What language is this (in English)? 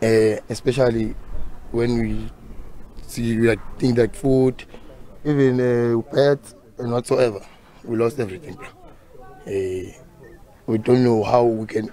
Tsonga